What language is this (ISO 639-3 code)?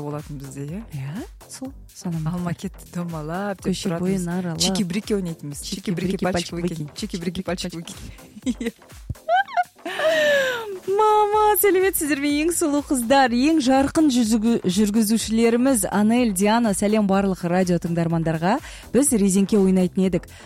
kaz